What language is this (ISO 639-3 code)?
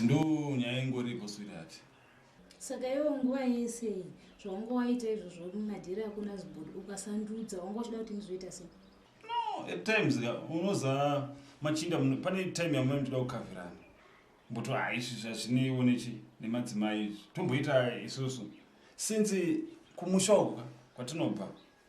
sna